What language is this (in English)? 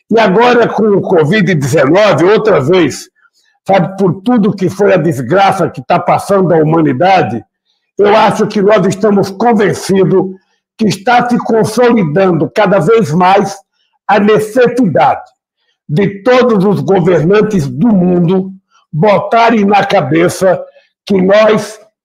Portuguese